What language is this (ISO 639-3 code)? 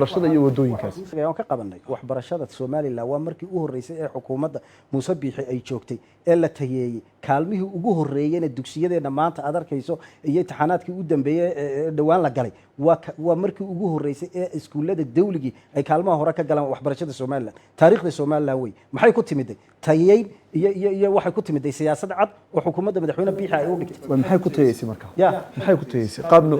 som